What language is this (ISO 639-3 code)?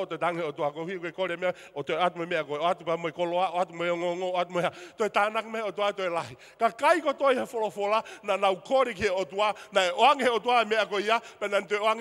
ton